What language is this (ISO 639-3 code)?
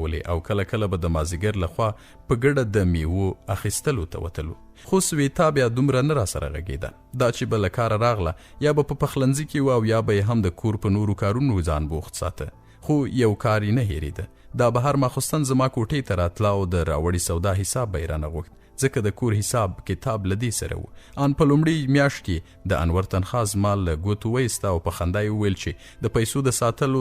pus